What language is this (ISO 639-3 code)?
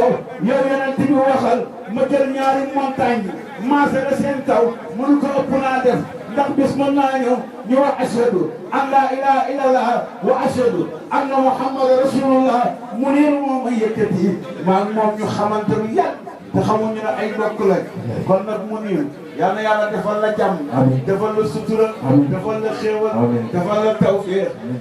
wol